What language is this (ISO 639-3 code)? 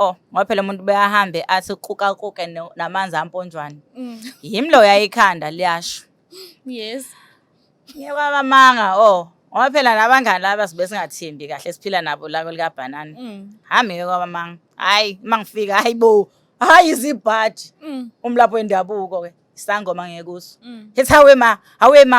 zul